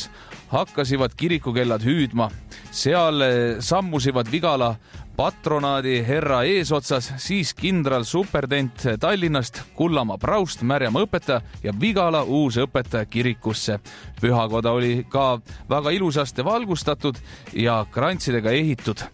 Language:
Estonian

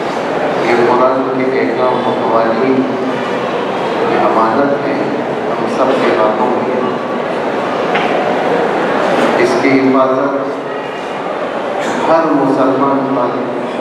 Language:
Urdu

